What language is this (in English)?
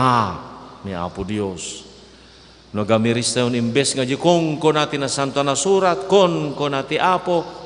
Iloko